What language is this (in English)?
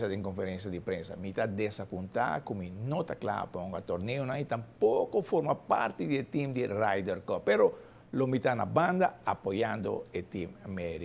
Papiamento